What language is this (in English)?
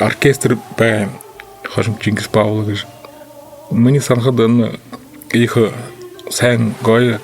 Buriat